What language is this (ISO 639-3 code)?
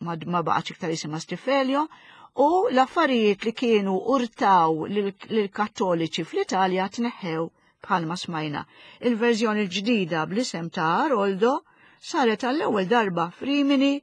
mlt